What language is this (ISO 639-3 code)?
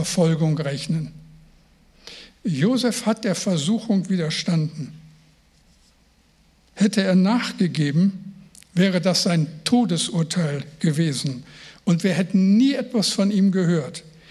deu